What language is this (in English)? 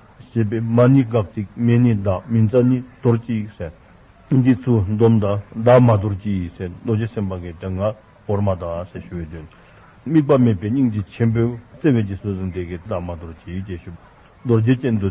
Dzongkha